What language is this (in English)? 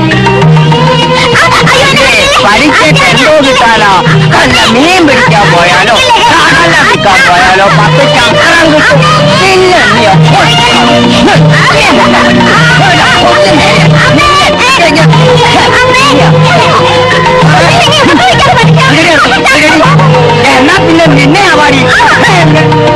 Malayalam